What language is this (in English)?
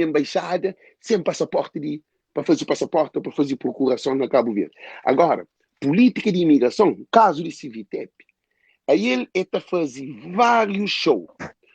Kabuverdianu